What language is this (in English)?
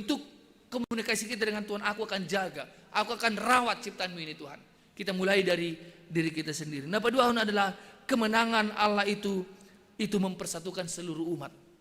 Batak Simalungun